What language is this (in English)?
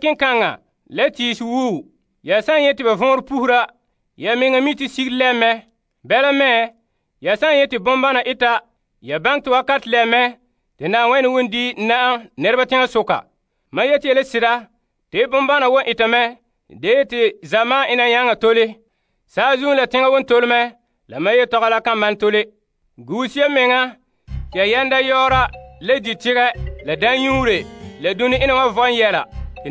Frafra